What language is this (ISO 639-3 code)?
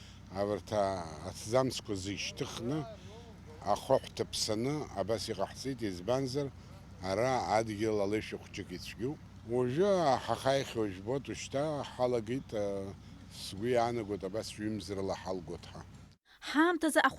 abk